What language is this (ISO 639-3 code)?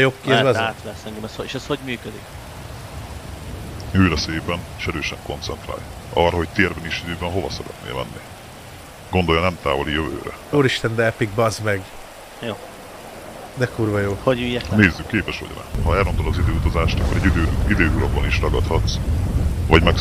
hun